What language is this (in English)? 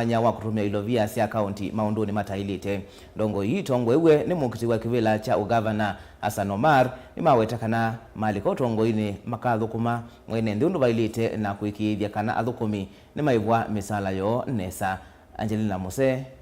Kamba